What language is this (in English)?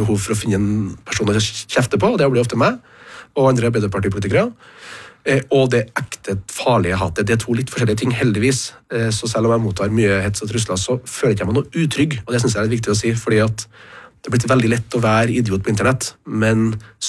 Norwegian